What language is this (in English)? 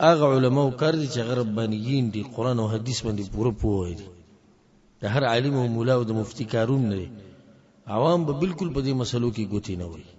Pashto